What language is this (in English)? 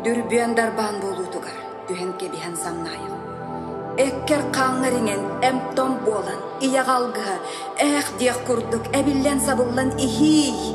Yakut